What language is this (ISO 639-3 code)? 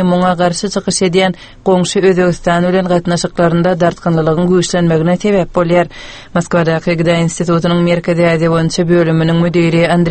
tuk